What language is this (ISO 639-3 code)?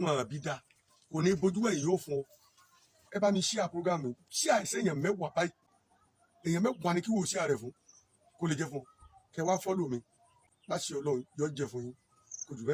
yor